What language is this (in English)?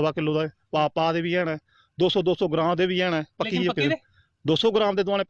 Dogri